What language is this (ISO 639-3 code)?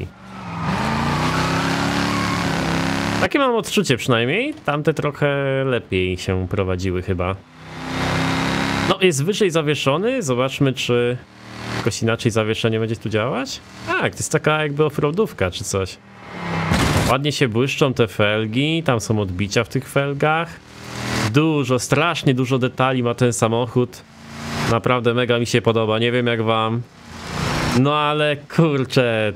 pol